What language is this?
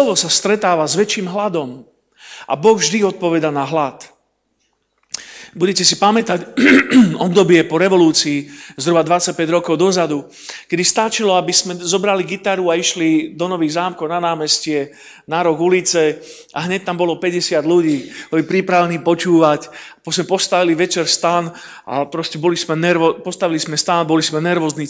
Slovak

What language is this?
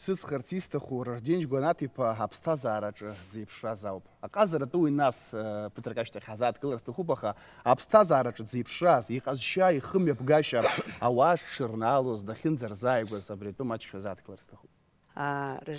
Abkhazian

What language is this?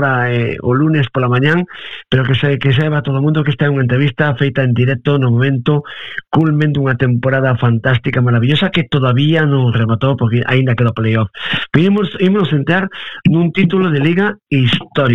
Galician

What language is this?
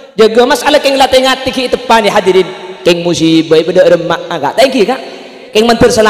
Madurese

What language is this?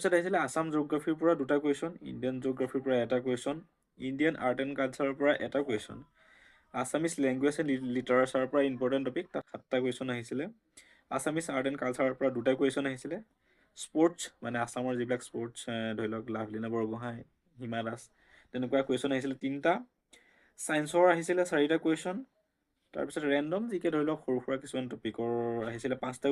Assamese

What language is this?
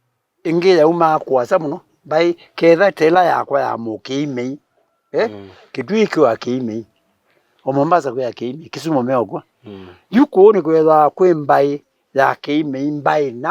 Kamba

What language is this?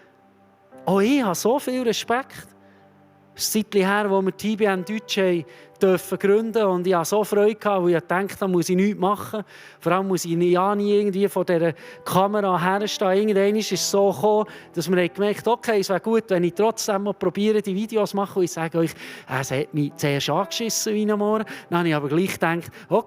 Swiss German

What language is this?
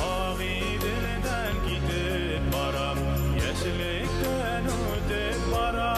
Bashkir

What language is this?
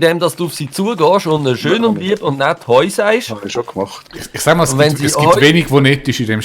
Swiss German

